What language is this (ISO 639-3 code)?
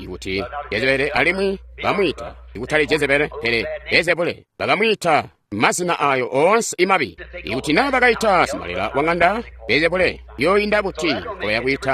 toi